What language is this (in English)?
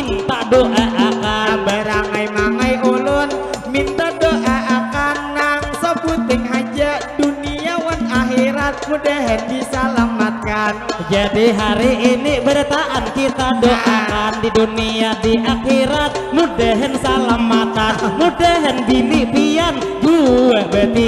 Banjar